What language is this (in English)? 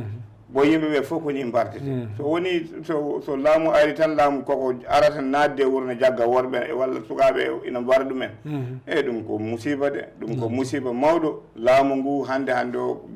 Fula